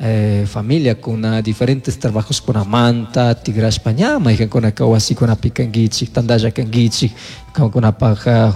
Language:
Chimborazo Highland Quichua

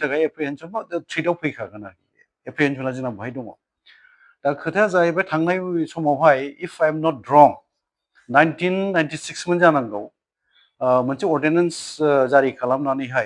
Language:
Bodo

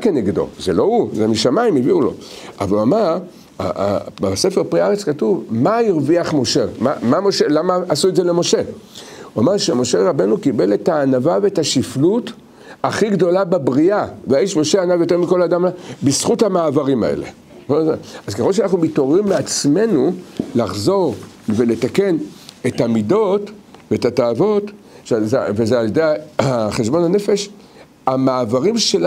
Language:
Hebrew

